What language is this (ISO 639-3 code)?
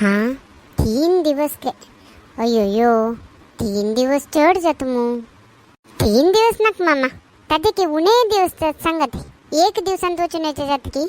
kok